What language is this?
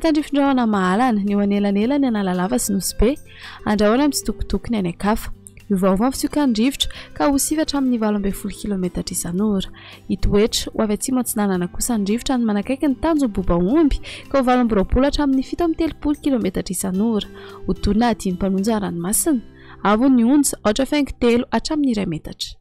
Malagasy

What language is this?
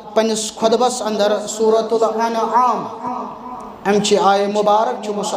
Kashmiri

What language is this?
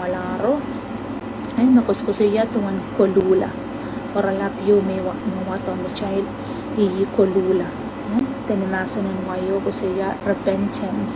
Pohnpeian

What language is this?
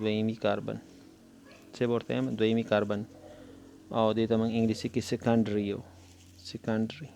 Pashto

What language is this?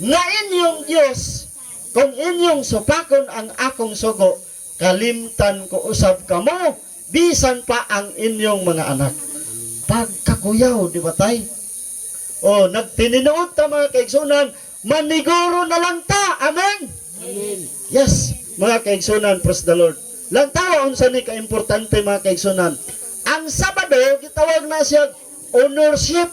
Cebuano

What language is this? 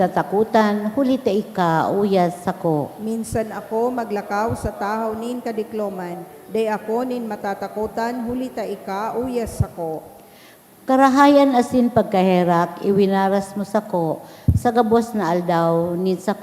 Bikol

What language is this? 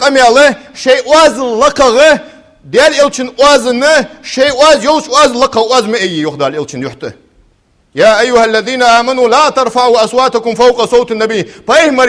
Ingush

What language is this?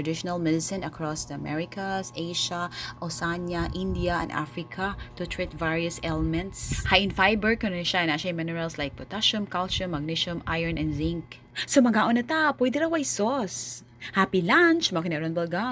Cebuano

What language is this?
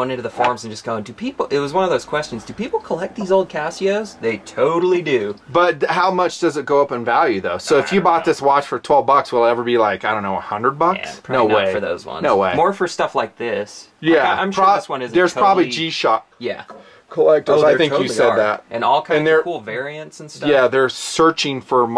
English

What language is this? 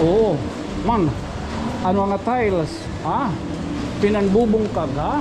Waray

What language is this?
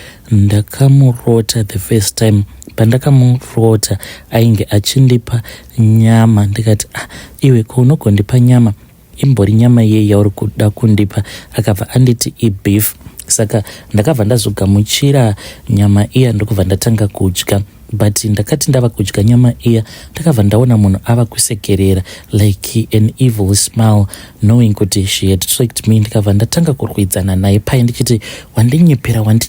Shona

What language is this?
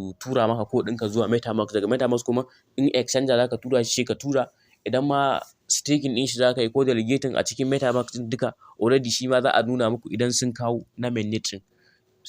Hausa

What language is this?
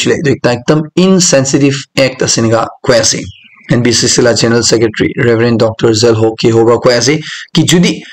Naga Pidgin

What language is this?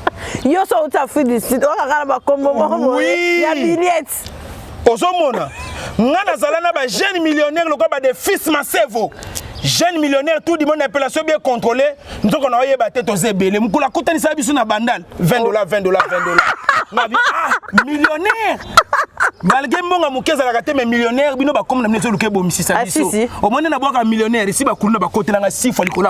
Lingala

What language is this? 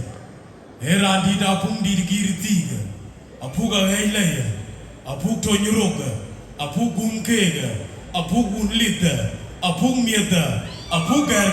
Dinka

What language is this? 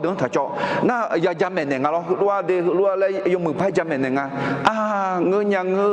Akha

